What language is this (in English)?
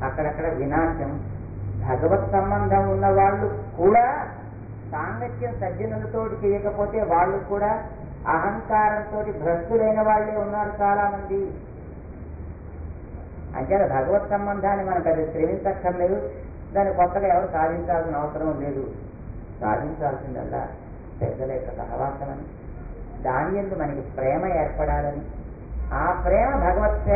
Telugu